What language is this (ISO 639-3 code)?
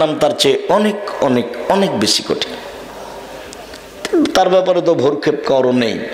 ben